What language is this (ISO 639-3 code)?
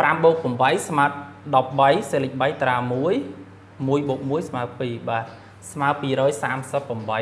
khm